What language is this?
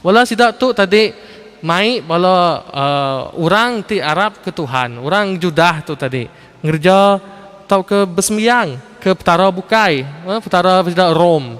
Iban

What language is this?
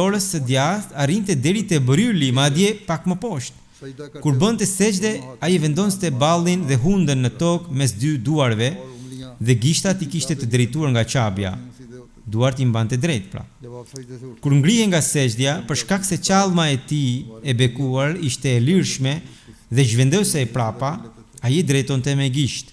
Albanian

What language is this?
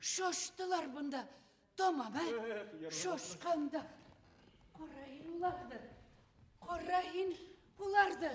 Bashkir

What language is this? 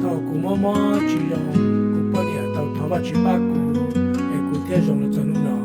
Hmong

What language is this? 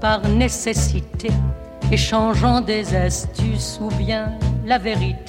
French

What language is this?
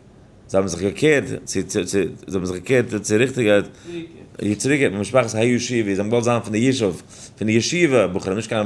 Yiddish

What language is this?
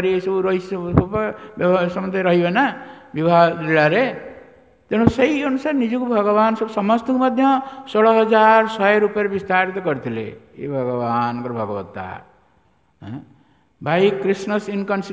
Odia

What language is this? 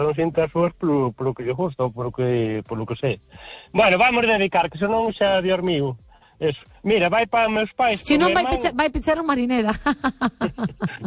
Galician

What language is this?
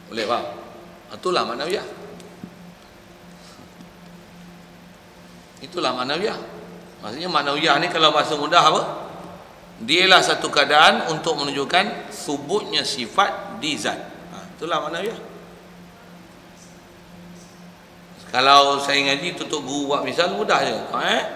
Malay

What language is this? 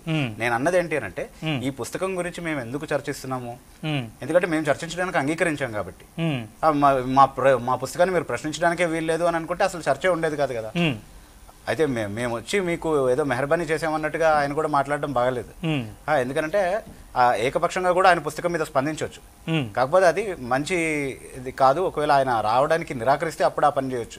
Telugu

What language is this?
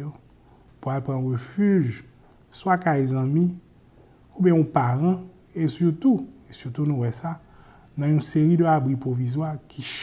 Haitian Creole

